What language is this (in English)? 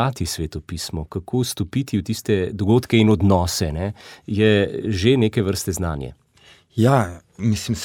Slovenian